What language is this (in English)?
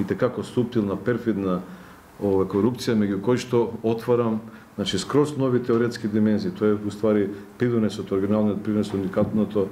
Macedonian